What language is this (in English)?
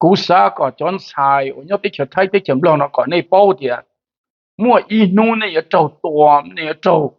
Hmong